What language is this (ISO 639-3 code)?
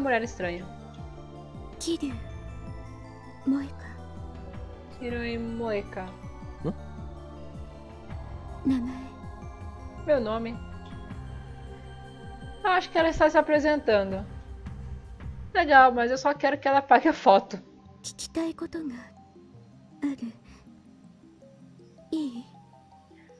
por